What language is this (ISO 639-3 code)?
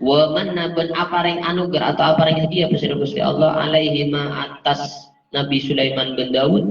mad